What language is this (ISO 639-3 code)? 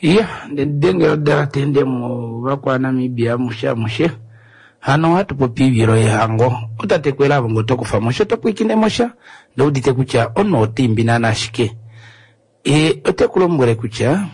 kua